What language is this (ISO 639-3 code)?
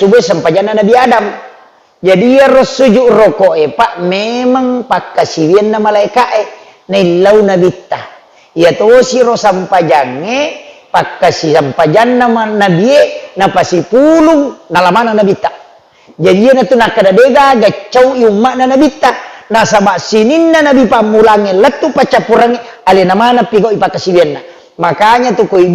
bug